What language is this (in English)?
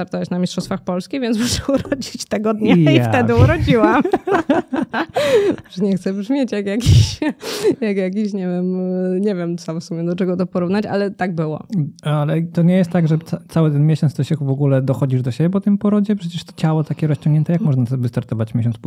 Polish